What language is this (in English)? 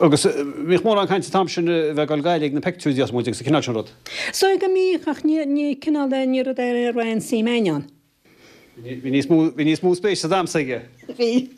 Irish